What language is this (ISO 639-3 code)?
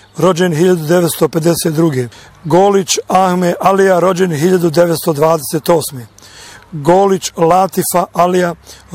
bos